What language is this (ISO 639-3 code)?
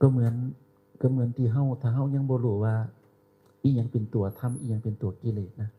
tts